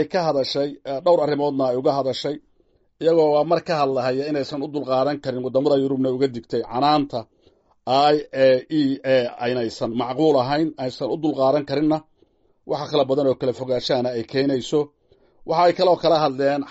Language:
Somali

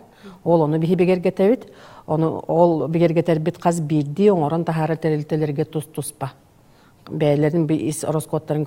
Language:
Yakut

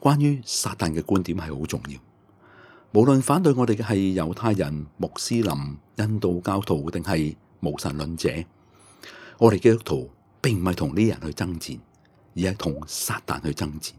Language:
Cantonese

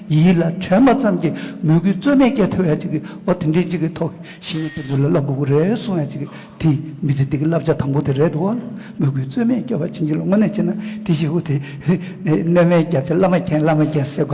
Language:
Tibetan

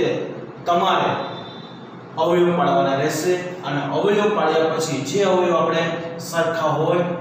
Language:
Gujarati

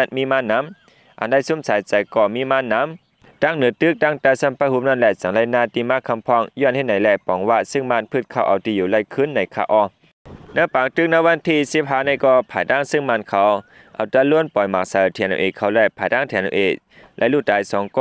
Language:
Lao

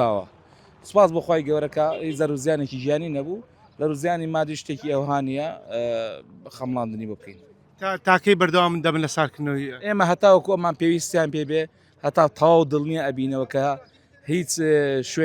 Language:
Central Kurdish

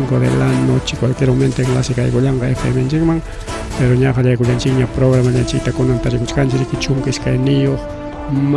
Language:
Ayacucho Quechua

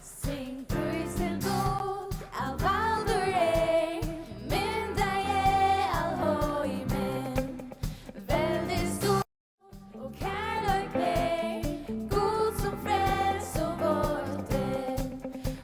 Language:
Faroese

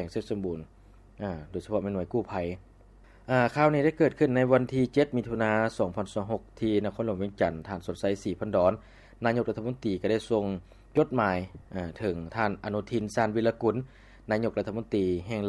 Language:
Lao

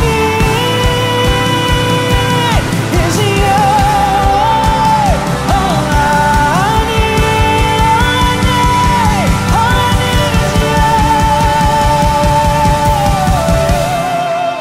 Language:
English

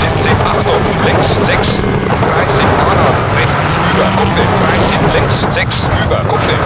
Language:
Bavarian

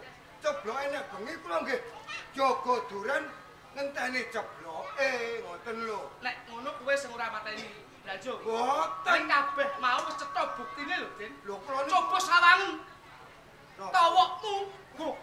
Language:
Javanese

